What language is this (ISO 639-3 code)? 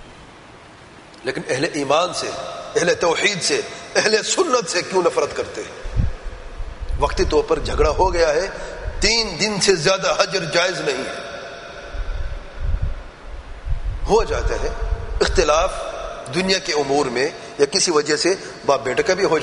urd